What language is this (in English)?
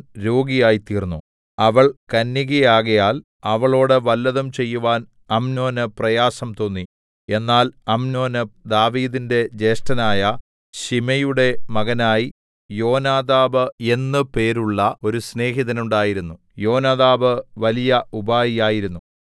Malayalam